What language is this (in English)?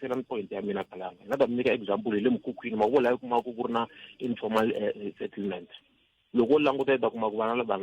Tsonga